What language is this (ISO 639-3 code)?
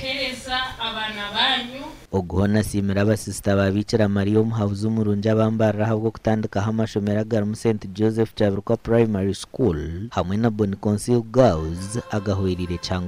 nyn